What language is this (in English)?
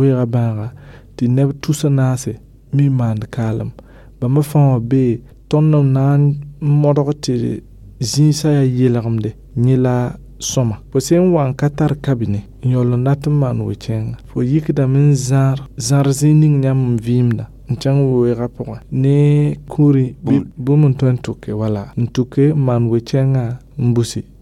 Mossi